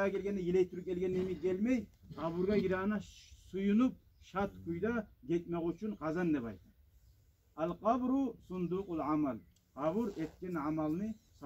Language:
Kumyk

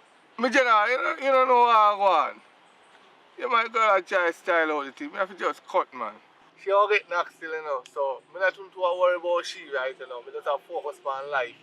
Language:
Jamaican Creole English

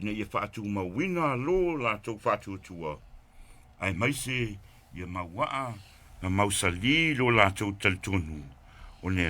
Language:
Samoan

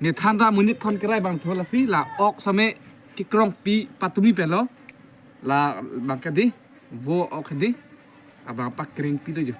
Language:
Karbi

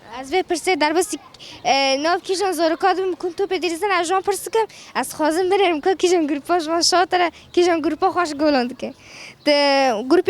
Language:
Kurdish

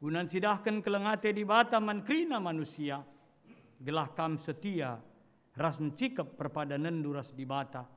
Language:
Batak Karo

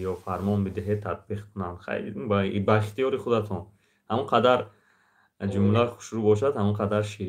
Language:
Tajik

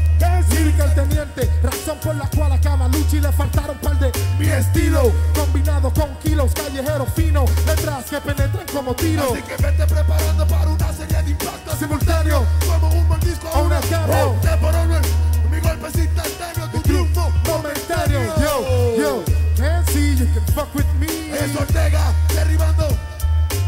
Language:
Spanish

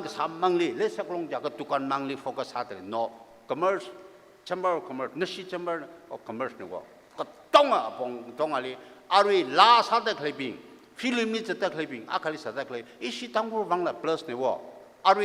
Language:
Tangkhul Naga (India)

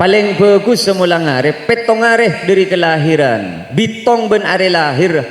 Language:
Madurese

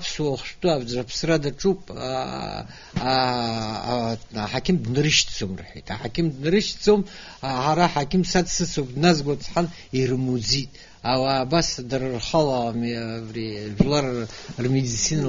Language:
Abkhazian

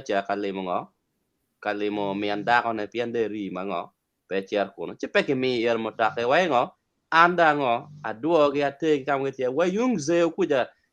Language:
Acoli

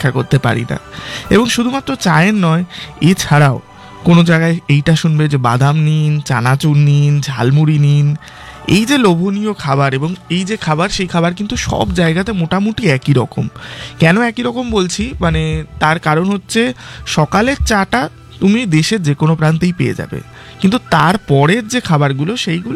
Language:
Bangla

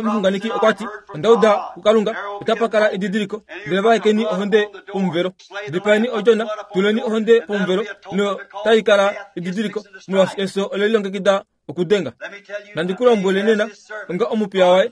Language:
Kuanyama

